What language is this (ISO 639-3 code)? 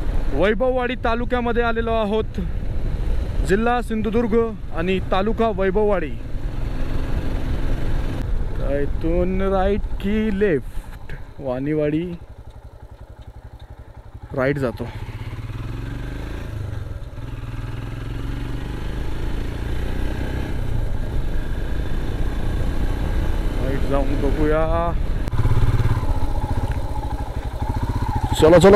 mar